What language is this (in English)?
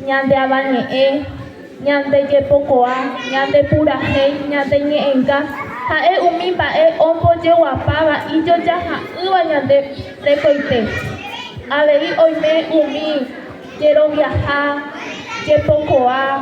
Guarani